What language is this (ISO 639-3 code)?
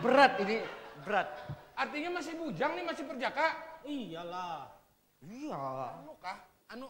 bjn